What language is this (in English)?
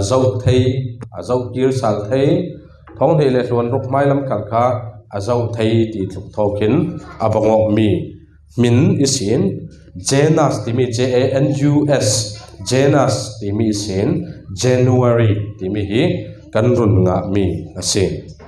Falam Chin